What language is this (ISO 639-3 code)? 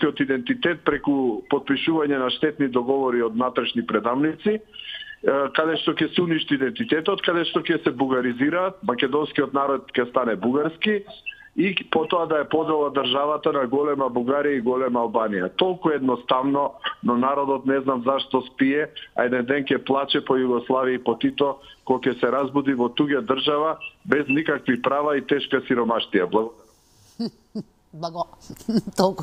mkd